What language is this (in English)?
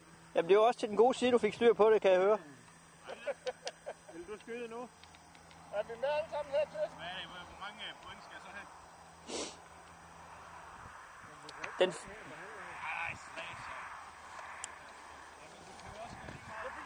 Danish